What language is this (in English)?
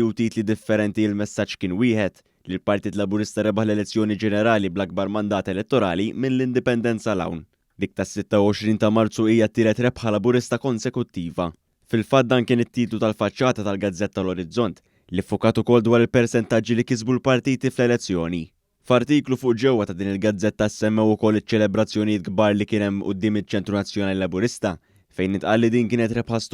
Maltese